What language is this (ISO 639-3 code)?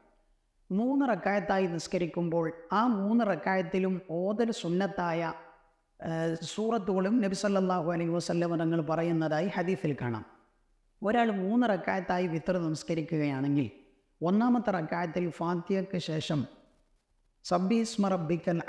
mal